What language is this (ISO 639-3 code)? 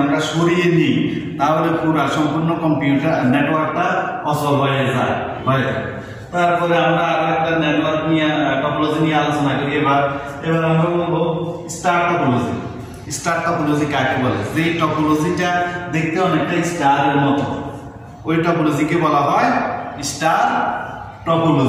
ben